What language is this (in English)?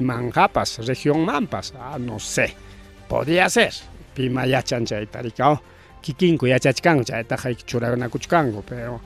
Ayacucho Quechua